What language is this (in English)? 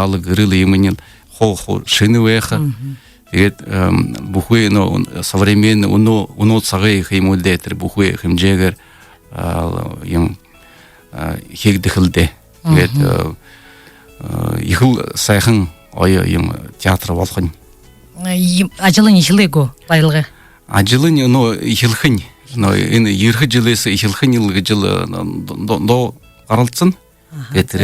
Buriat